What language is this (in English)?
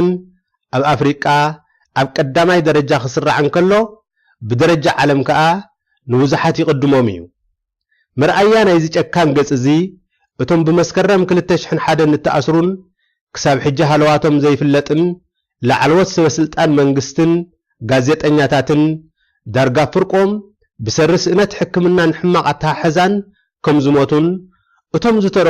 Tigrinya